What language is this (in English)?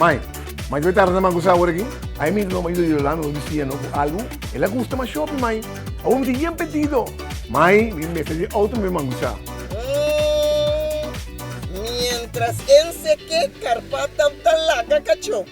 Papiamento